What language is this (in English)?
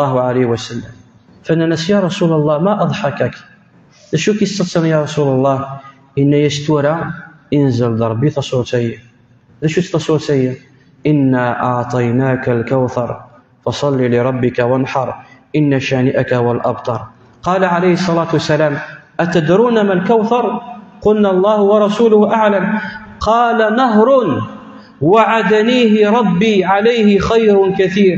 Kabyle